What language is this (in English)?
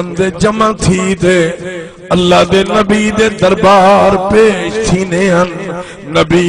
Saraiki